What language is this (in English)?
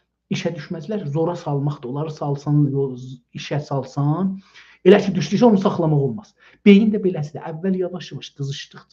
South Azerbaijani